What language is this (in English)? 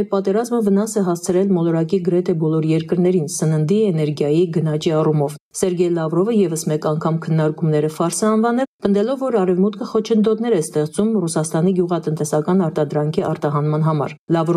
Armenian